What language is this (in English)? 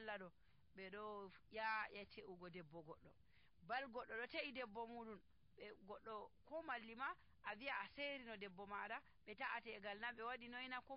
Nigerian Fulfulde